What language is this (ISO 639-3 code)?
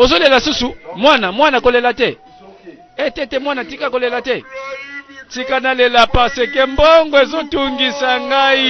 lin